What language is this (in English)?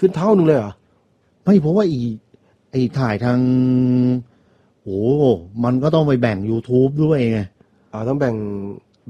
Thai